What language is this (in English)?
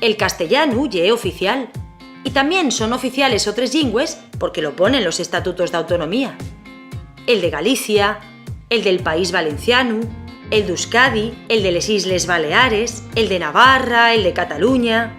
Asturian